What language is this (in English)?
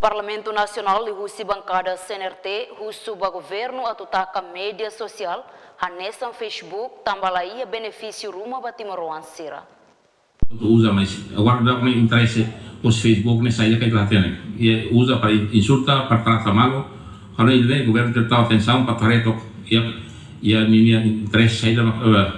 Tetum